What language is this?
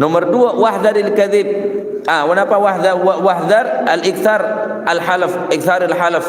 Madurese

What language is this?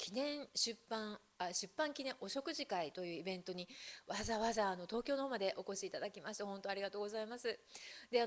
Japanese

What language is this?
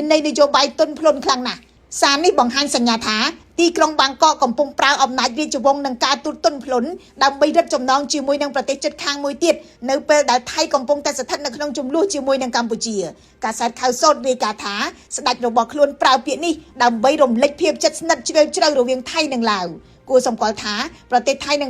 Khmer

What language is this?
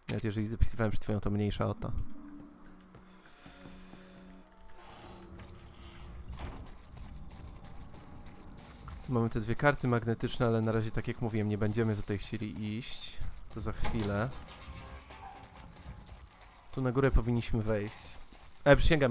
Polish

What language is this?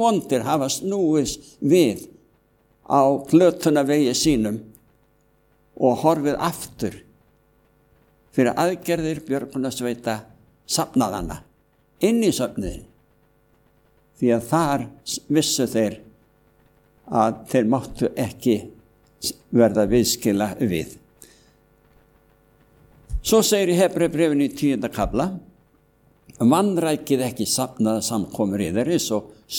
Icelandic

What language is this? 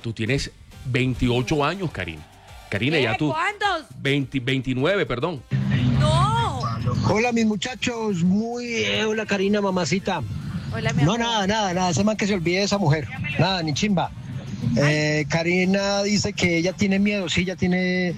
Spanish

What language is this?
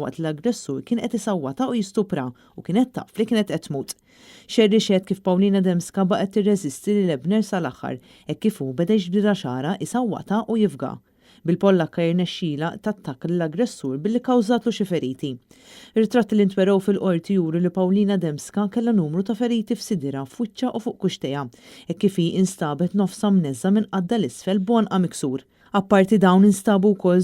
Maltese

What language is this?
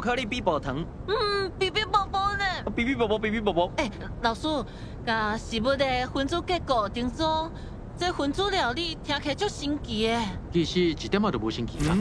Min Nan Chinese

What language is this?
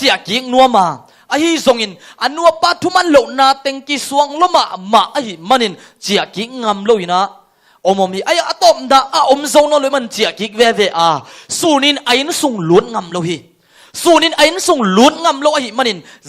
Tedim Chin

